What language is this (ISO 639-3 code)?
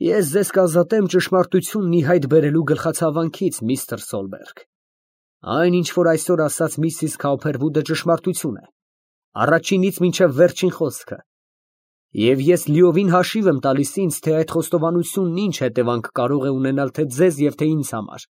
hye